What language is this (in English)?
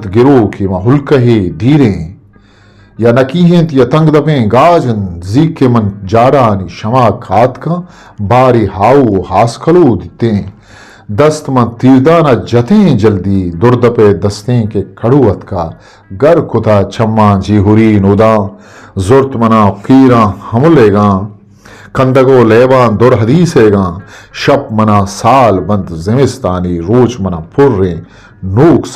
Eastern Balochi